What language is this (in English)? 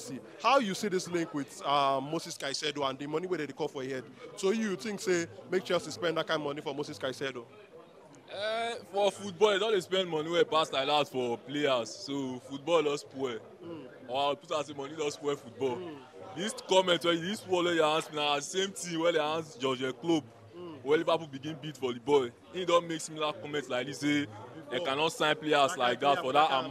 Nigerian Pidgin